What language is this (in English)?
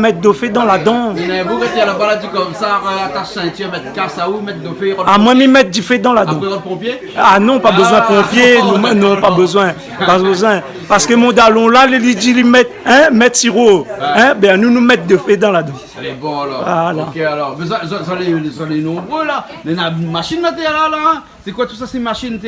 Réunion Creole French